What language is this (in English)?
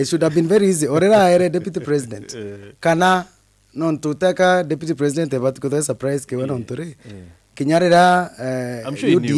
Meru